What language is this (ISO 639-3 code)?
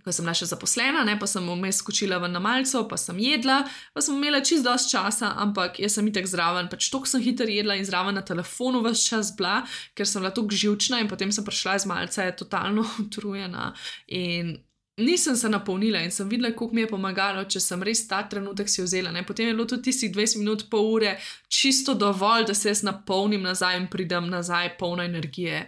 slv